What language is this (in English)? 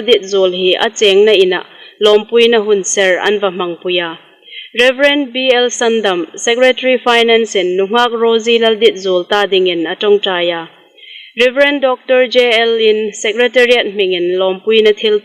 Hmar